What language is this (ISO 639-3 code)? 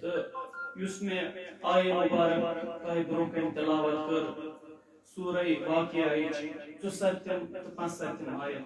kas